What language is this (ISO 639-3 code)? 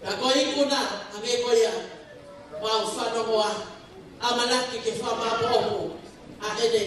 ton